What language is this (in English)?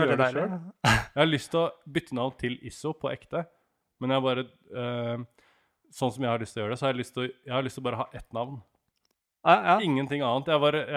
Norwegian